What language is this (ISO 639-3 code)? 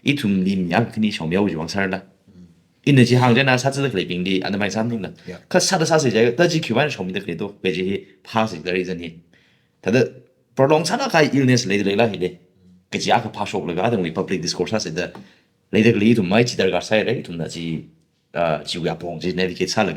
nmf